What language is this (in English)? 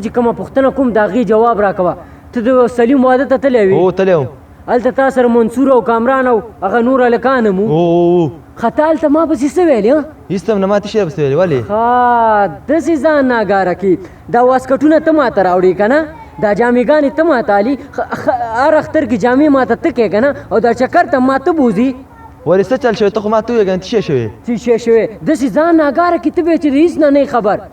Pashto